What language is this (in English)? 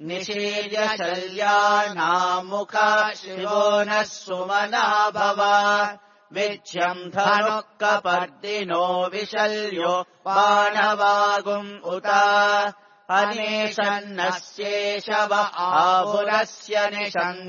Sanskrit